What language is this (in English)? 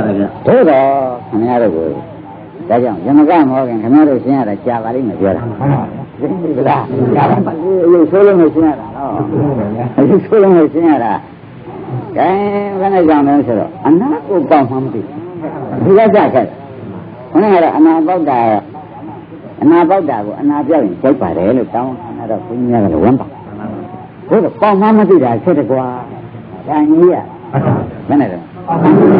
Burmese